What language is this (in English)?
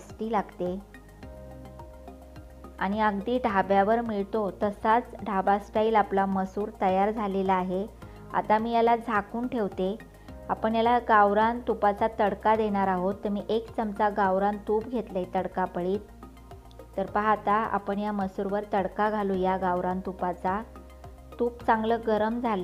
Marathi